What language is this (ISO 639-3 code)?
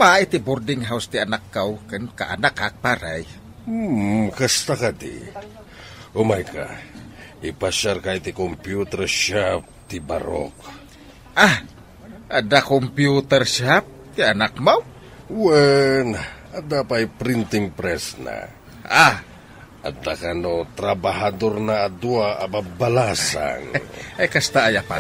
ilo